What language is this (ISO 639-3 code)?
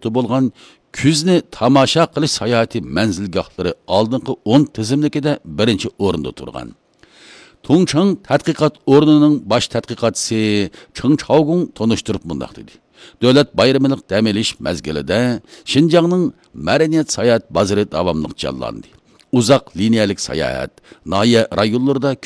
uig